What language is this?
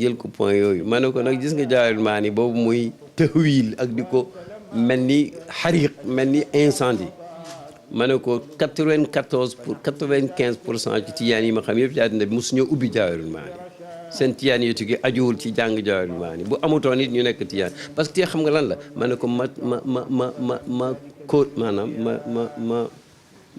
Wolof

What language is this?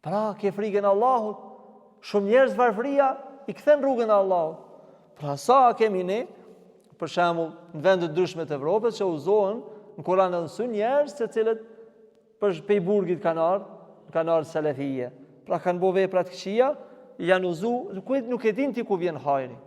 Albanian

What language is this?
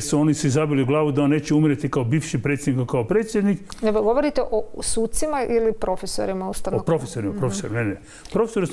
Croatian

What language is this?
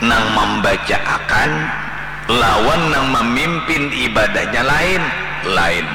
Banjar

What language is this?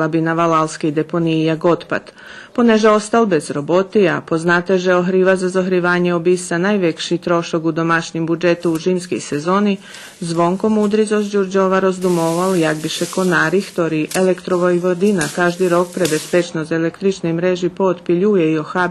Rusyn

